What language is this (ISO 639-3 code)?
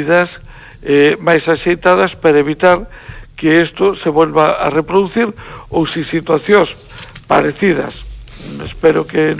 glg